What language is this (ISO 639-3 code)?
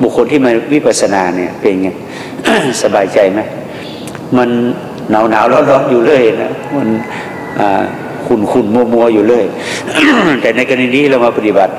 tha